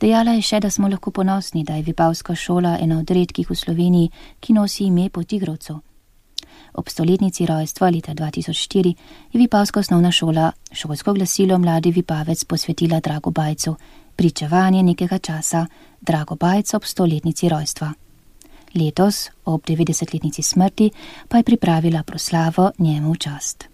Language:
Slovenian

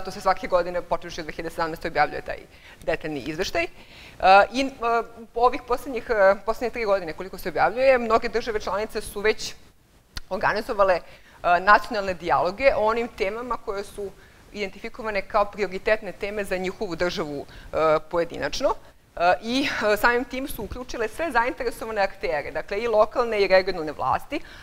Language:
Serbian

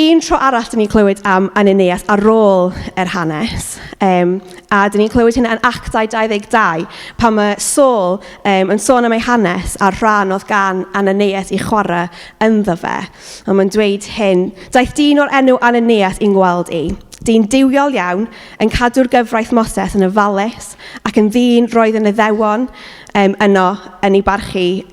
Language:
Welsh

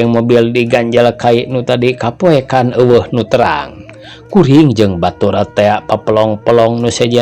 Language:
Sundanese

